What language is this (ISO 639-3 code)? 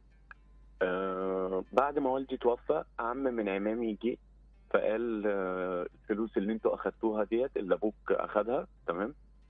arz